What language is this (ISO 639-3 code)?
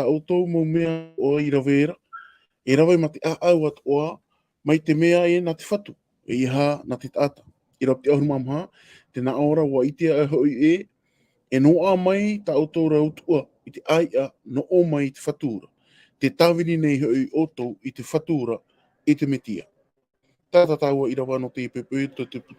tah